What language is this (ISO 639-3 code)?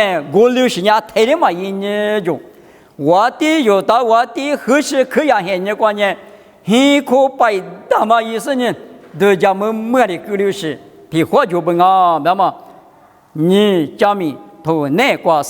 lis